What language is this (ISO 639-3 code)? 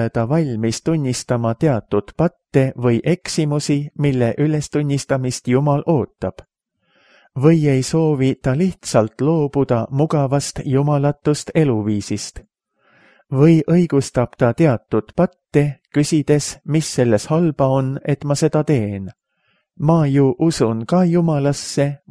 est